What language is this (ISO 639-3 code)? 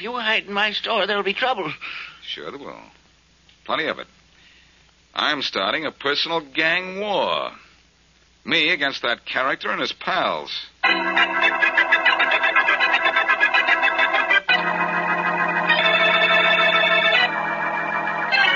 eng